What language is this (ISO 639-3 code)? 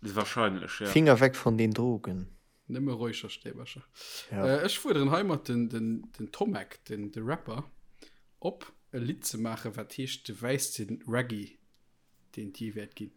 ltz